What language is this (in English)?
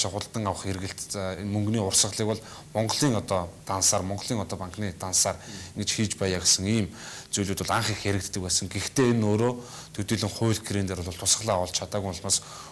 Mongolian